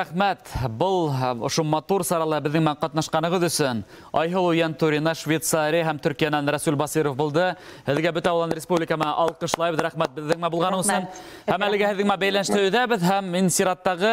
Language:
Bashkir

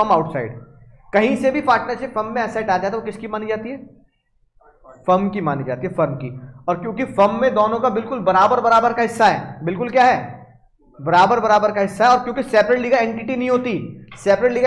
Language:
Hindi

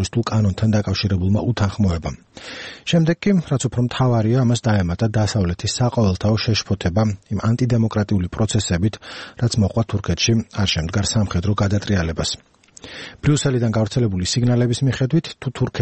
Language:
Georgian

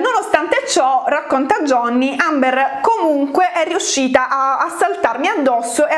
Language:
Italian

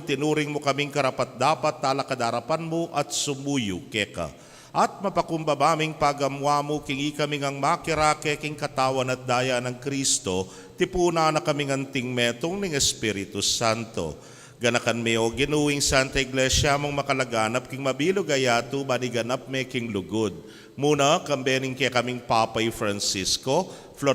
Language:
Pampanga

